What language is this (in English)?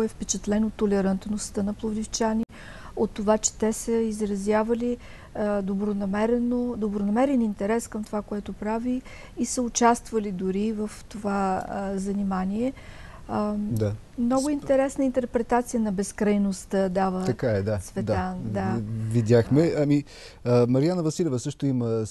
Bulgarian